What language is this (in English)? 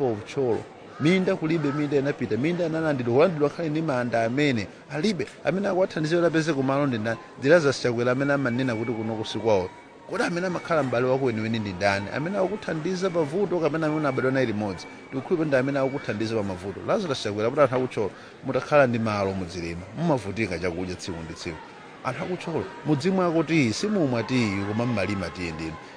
Nyanja